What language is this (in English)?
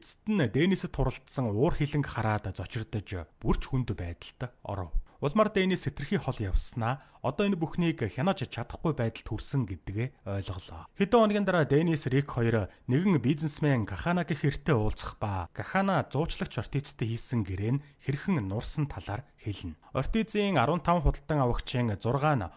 Mongolian